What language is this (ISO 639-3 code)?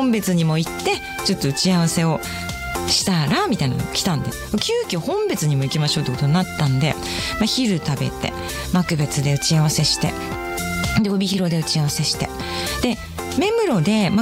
jpn